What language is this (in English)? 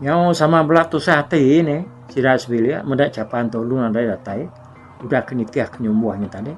Iban